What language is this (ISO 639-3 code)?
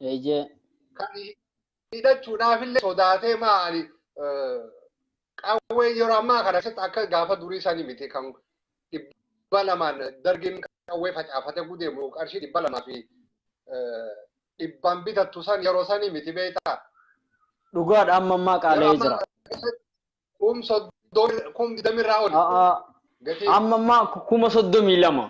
orm